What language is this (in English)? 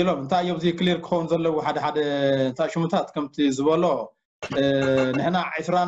Tigrinya